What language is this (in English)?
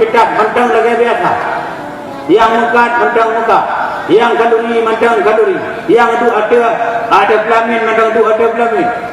Achinese